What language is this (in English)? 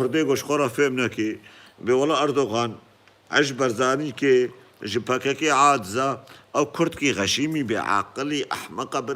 Kurdish